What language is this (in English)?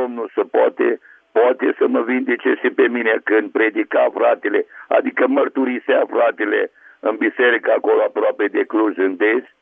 Romanian